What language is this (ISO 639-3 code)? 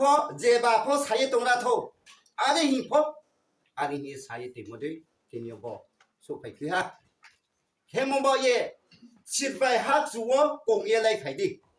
ria